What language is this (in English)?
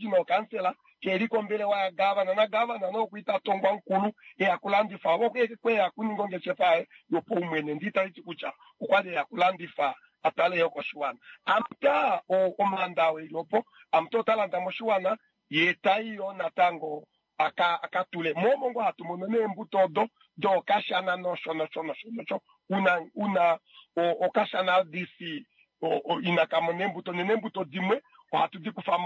Kuanyama